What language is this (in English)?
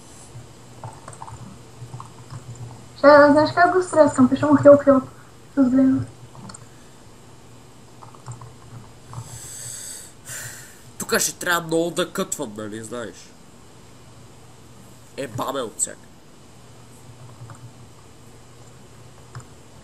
Bulgarian